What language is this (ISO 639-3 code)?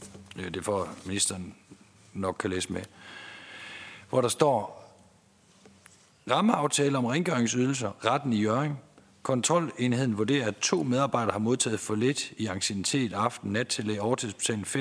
dan